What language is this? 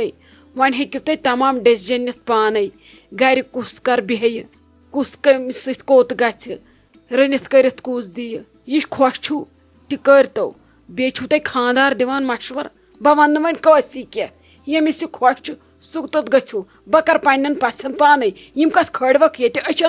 Kashmiri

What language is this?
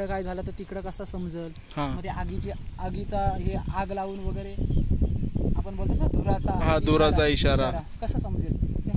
Marathi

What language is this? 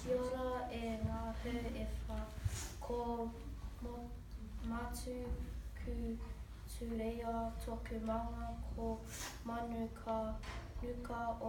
Māori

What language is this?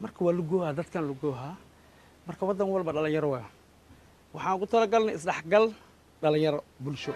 Somali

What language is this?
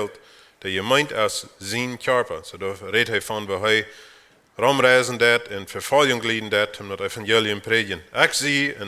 Plautdietsch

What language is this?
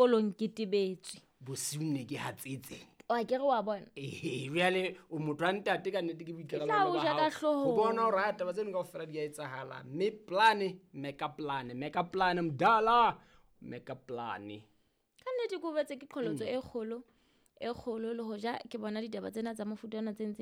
Southern Sotho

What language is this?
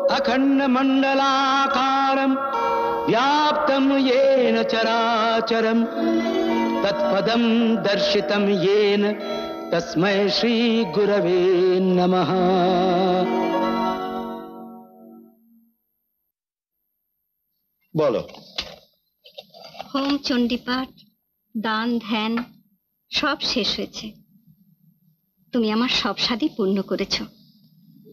Bangla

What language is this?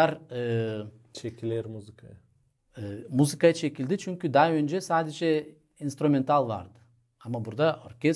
Gagauz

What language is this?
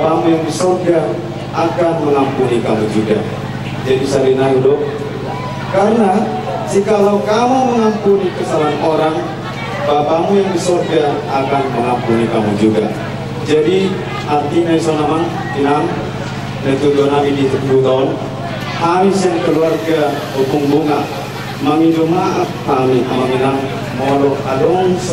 Batak Toba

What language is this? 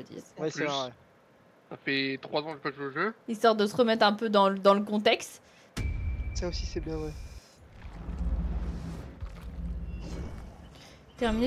French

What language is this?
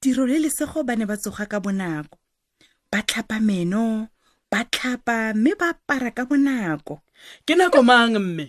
Tswana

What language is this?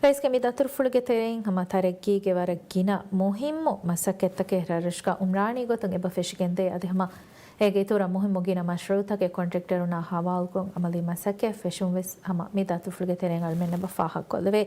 Divehi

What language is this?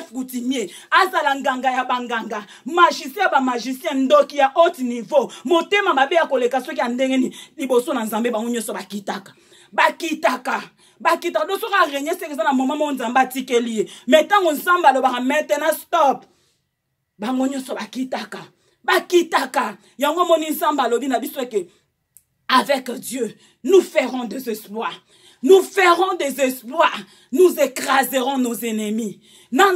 Lingala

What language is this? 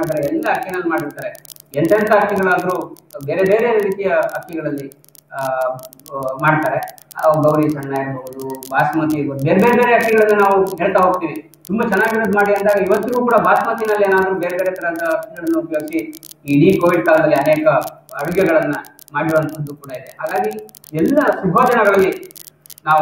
Kannada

